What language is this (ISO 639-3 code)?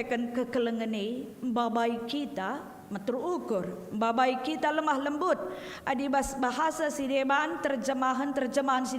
btx